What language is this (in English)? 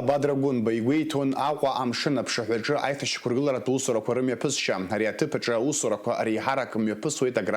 Abkhazian